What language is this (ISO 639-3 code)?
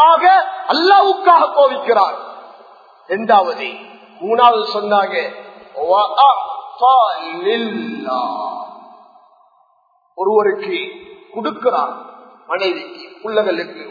tam